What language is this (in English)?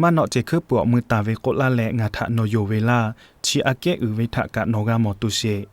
Lahu